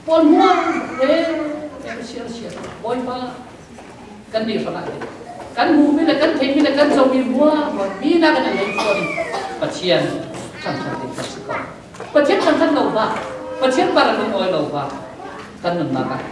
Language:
Falam Chin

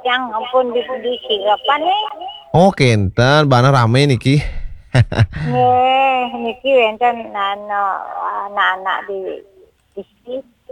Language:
Balinese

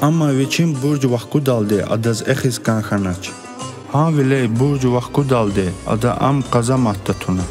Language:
Lezghian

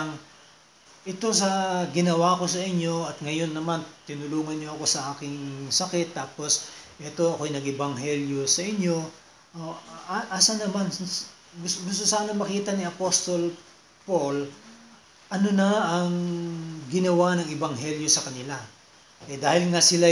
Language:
Filipino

